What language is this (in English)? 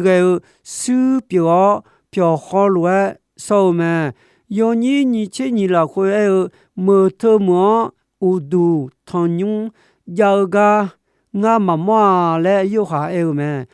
Akha